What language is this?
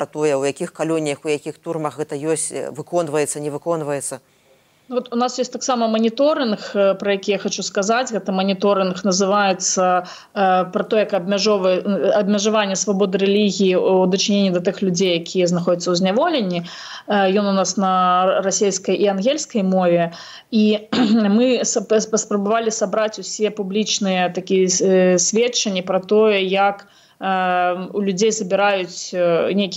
Belarusian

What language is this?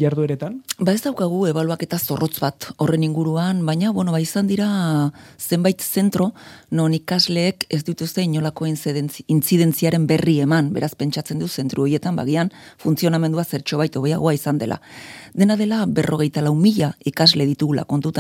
Basque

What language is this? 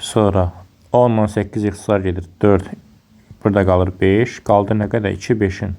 Azerbaijani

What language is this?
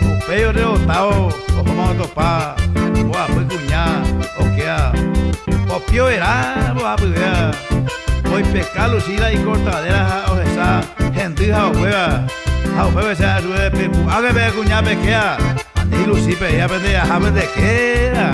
Guarani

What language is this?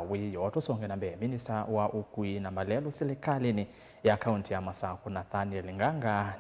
Kamba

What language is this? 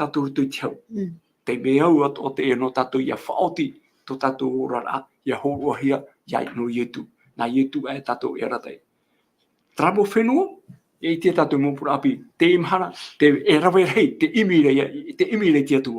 Tahitian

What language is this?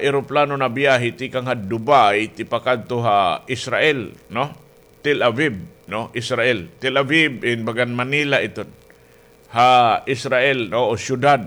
Waray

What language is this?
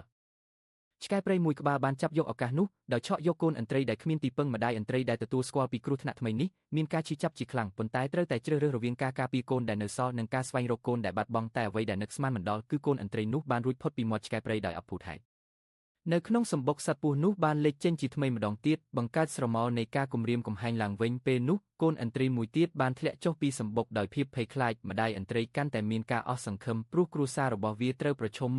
Khmer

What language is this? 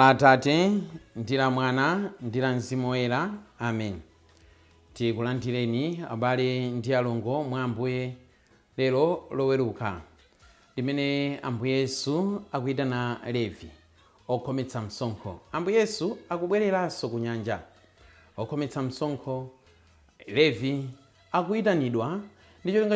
Nyanja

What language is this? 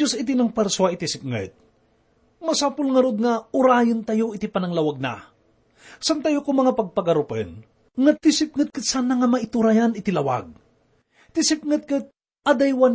Iloko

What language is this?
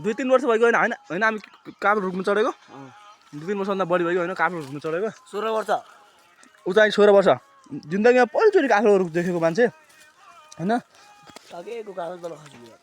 Nepali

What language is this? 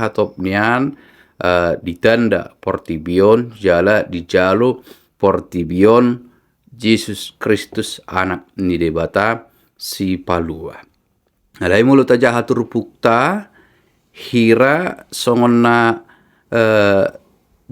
Batak Toba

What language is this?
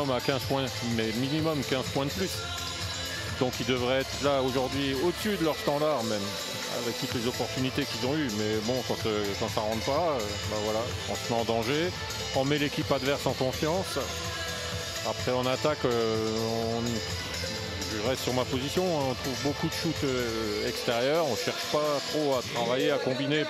French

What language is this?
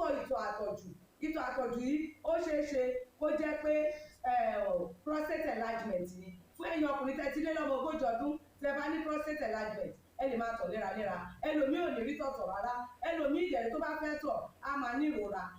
Yoruba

